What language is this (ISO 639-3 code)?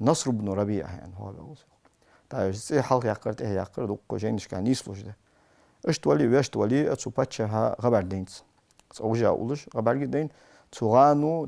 inh